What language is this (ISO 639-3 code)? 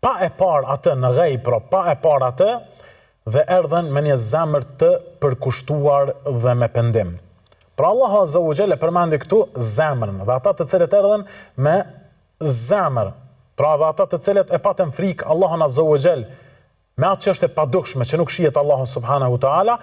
sqi